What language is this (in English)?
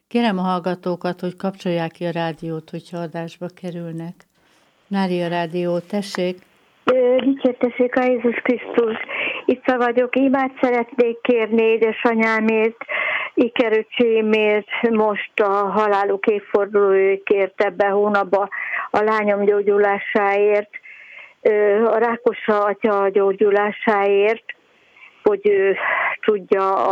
Hungarian